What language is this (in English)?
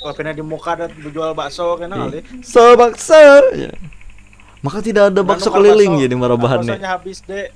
Banjar